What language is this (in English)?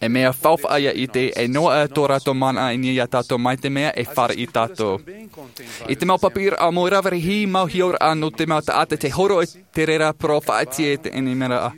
Tahitian